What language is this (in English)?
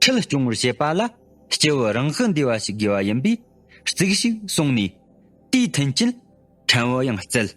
Tibetan